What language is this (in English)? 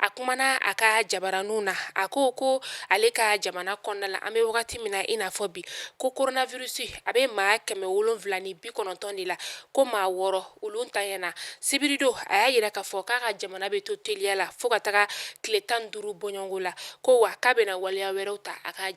Bambara